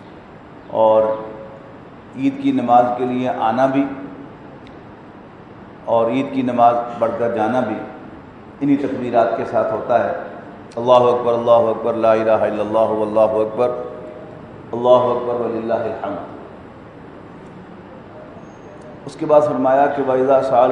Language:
Urdu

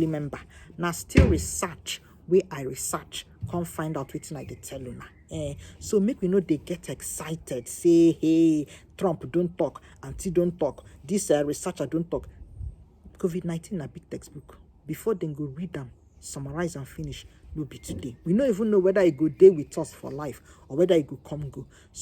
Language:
Nigerian Pidgin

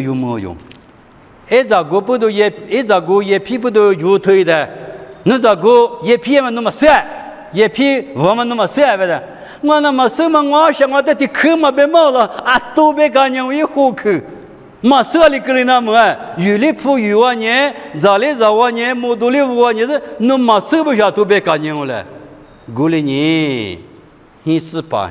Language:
Lisu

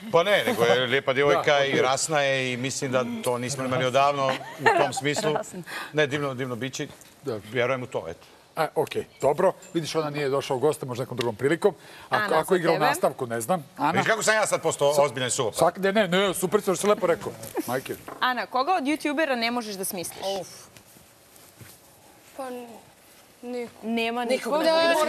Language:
Serbian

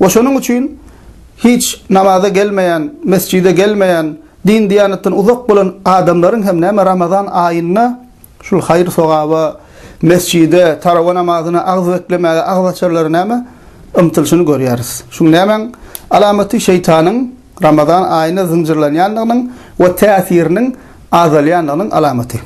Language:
Turkmen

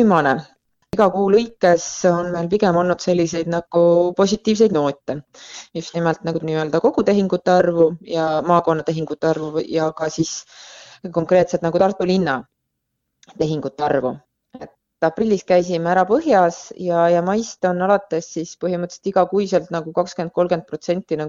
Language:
Estonian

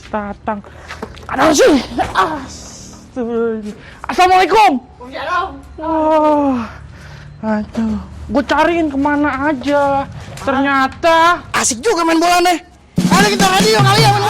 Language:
Betawi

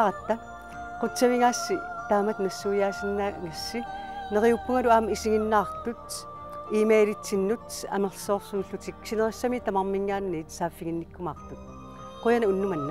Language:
Kalaallisut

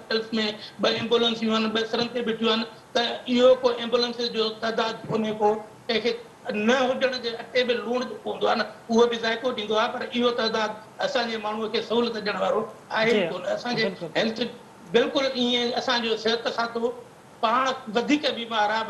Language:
Sindhi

